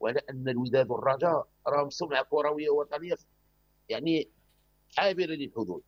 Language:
Moroccan Arabic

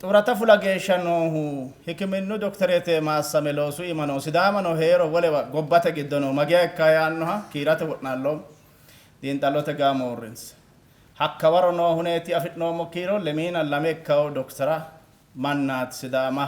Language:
Sidamo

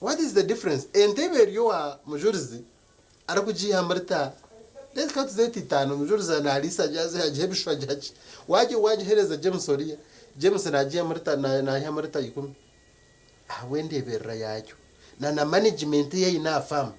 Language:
Nyankole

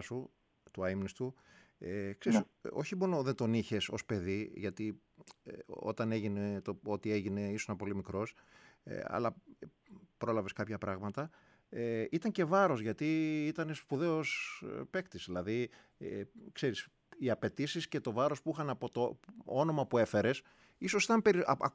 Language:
Greek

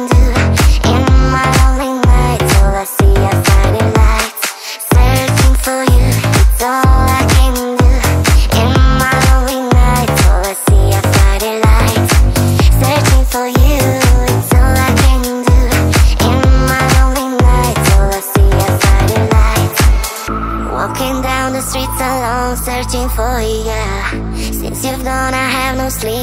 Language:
English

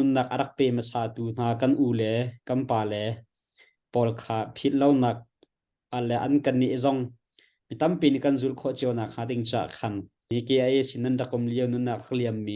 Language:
Hakha Chin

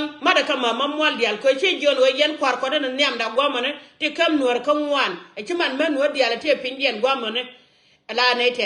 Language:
Nuer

